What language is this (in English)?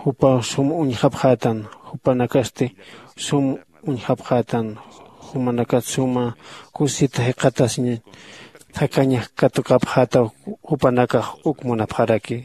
Aymara